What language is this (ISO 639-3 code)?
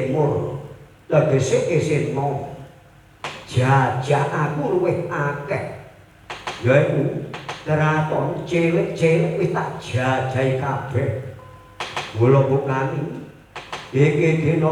jav